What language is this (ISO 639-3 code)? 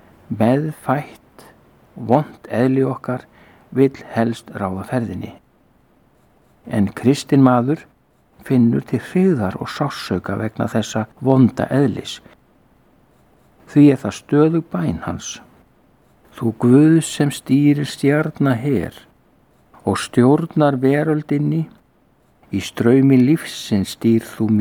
isl